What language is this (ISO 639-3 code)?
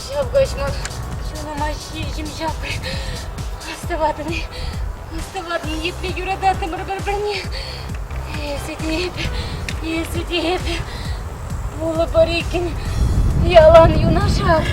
chv